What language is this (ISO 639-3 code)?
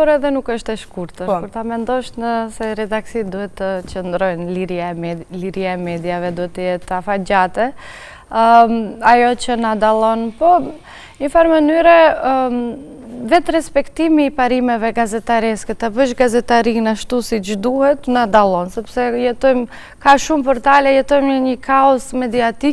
sqi